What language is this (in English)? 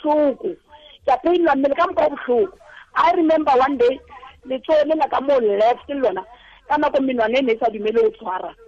Tswana